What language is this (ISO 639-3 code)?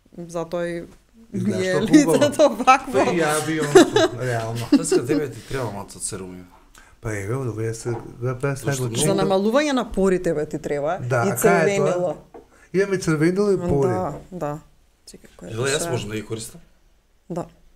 mkd